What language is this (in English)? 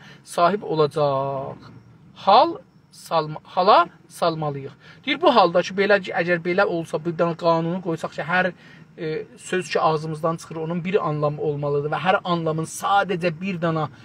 South Azerbaijani